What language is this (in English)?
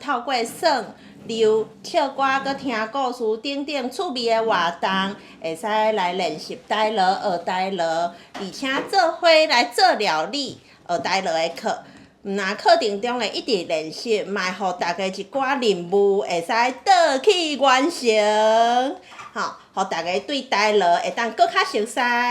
Min Nan Chinese